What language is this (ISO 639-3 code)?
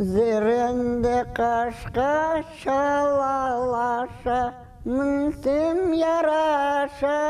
crh